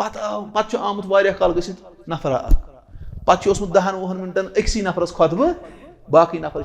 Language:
Kashmiri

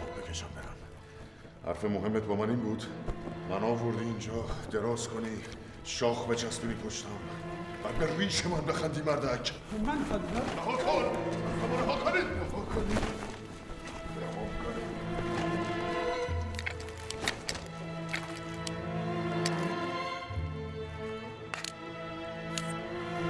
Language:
Persian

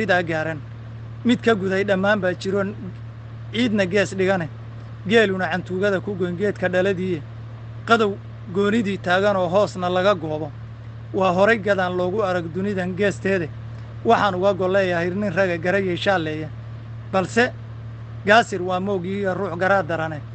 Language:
Somali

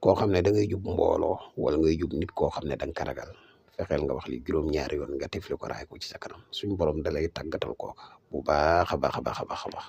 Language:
Wolof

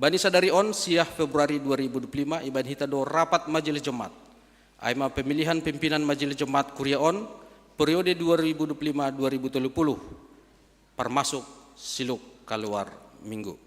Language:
Batak Simalungun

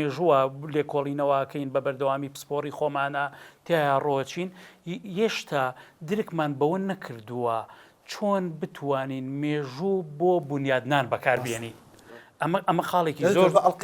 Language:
Central Kurdish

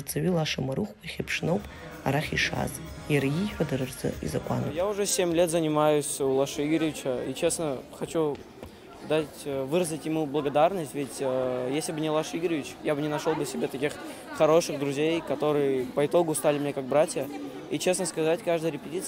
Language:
Abkhazian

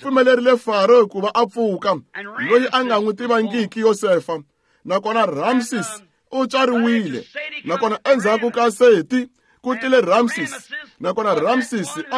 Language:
Tsonga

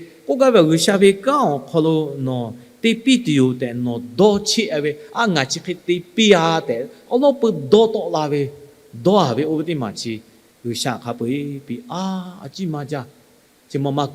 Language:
Lahu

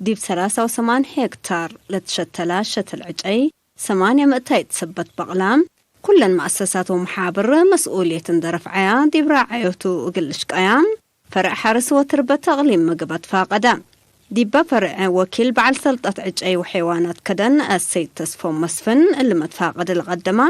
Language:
Tigre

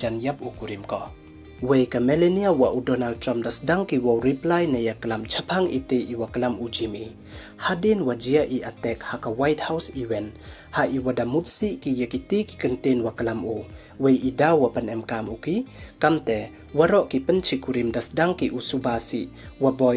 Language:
Pnar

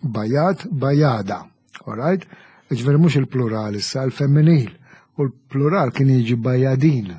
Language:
Maltese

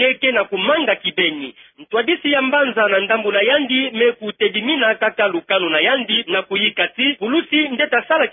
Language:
Kituba (Democratic Republic of Congo)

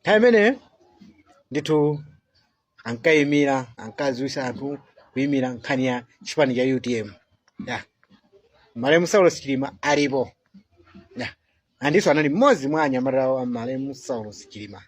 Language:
Nyanja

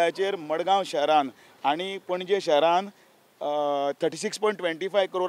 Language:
Konkani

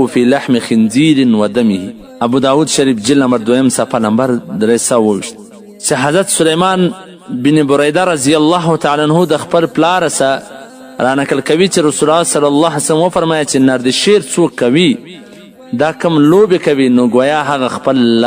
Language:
Pashto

